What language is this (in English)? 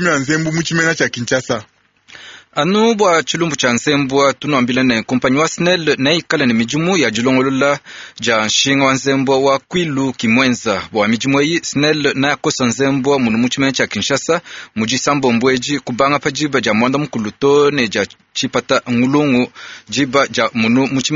Luba-Lulua